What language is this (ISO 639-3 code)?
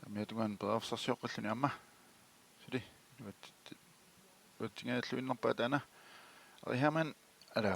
kal